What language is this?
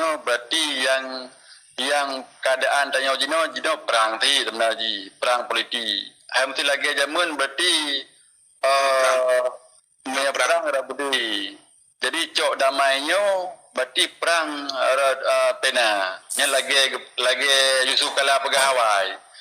Achinese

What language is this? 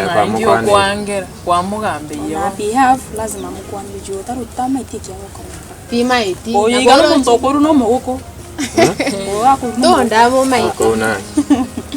Gusii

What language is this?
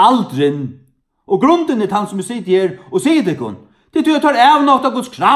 Faroese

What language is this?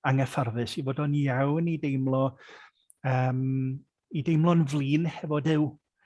Welsh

